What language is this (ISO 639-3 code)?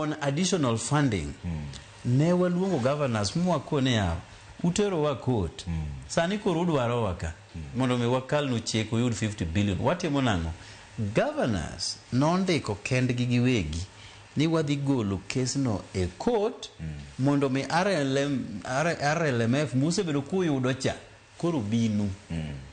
luo